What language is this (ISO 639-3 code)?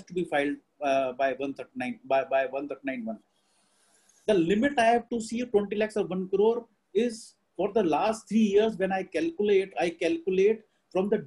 eng